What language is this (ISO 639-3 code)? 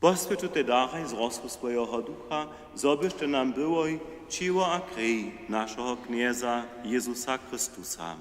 hsb